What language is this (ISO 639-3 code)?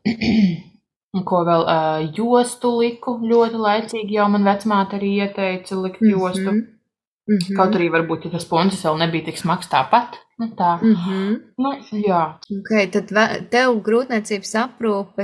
lav